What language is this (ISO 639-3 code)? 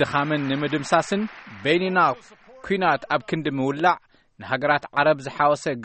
tir